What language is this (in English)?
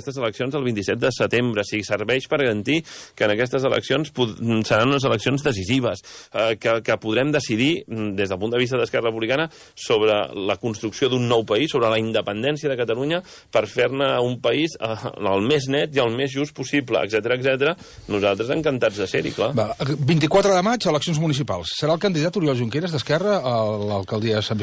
Catalan